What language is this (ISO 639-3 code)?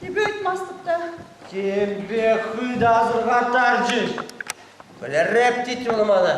chv